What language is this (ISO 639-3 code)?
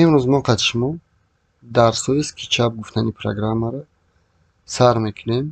tgk